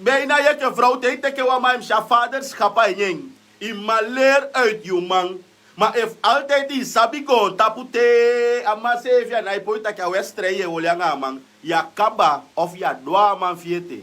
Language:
Sranan Tongo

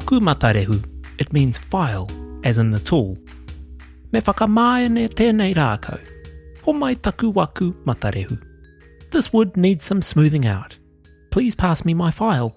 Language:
Māori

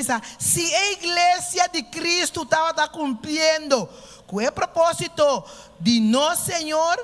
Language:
Papiamento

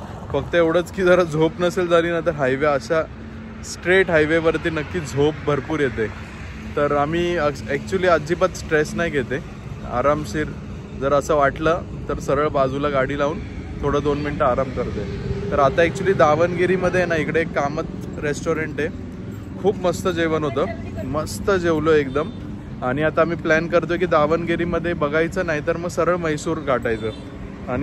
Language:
Marathi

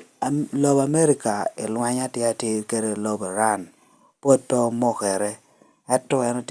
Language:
Lango (Uganda)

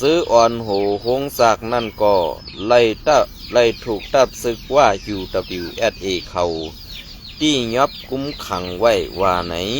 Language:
Shan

